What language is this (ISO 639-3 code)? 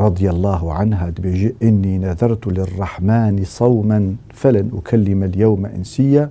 kur